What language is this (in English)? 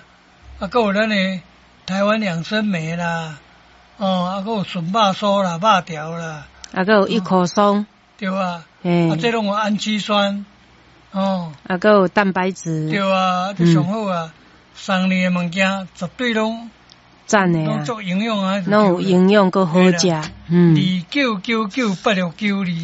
Min Nan Chinese